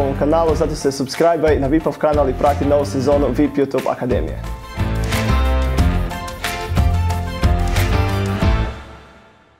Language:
Croatian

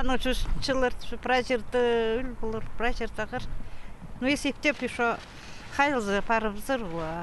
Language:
Khakas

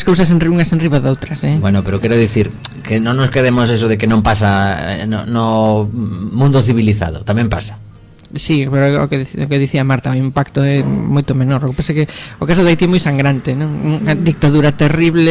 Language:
Galician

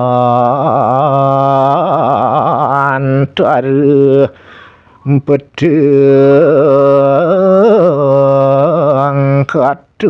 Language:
Balinese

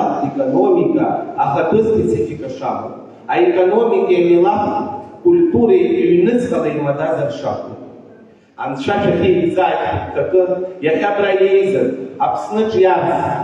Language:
Abkhazian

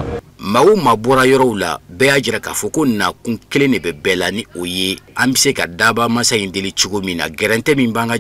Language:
Bambara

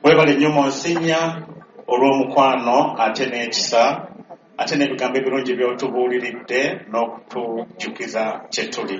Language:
Ganda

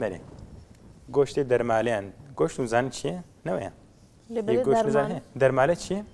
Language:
Kurdish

